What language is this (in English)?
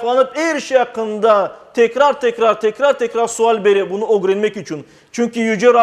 Crimean Tatar